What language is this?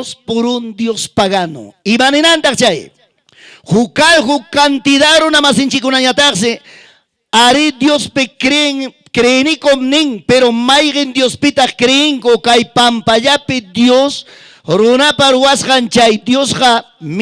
Ayacucho Quechua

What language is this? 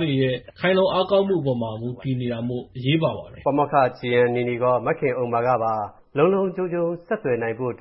Burmese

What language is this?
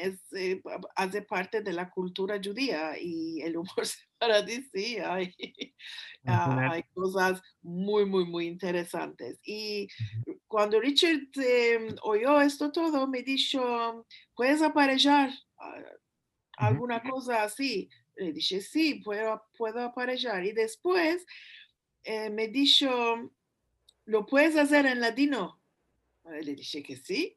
Ladino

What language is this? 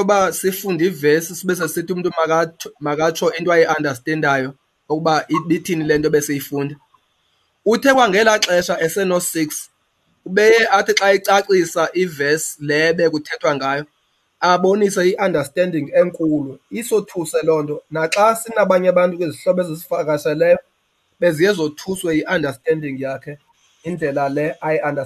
Xhosa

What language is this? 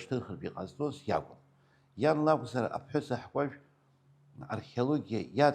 Abkhazian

